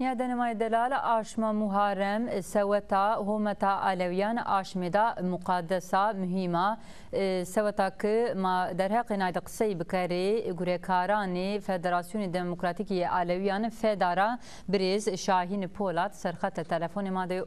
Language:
Zaza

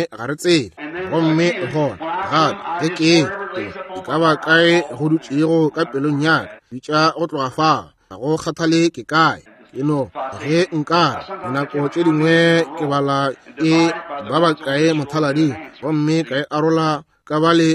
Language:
Northern Sotho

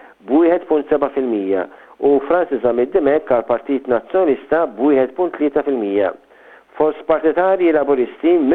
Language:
Maltese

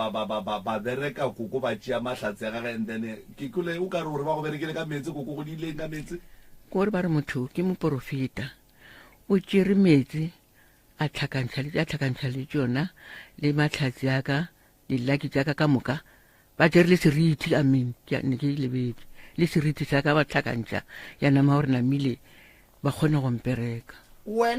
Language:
Northern Sotho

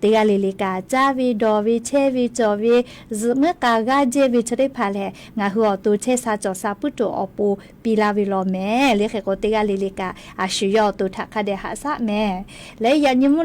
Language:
Lahu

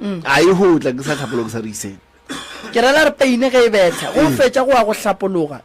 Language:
Northern Sotho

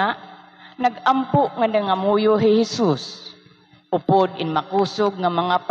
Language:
Waray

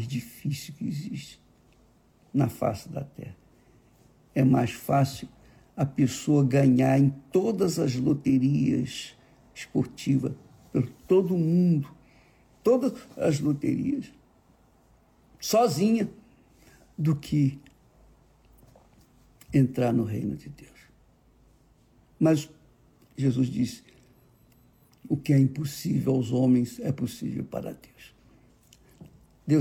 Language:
Portuguese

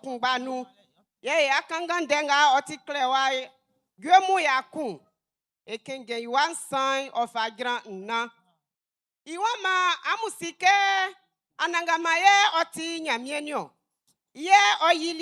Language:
Baoulé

